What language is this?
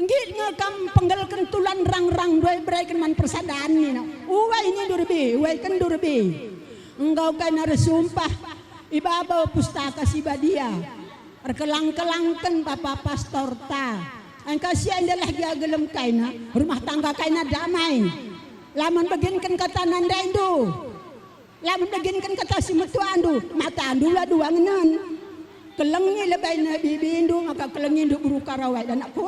Batak Karo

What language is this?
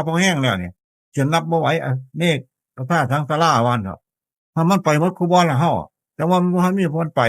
Northeastern Thai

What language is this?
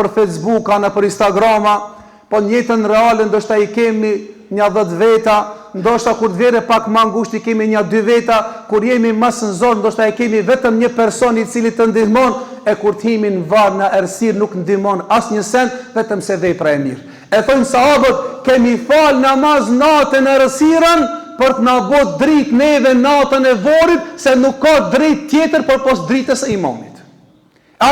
Albanian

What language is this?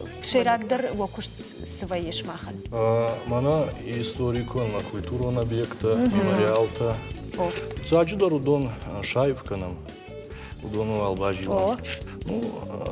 Ossetic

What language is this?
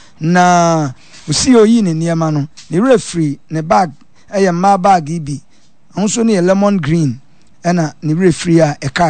Akan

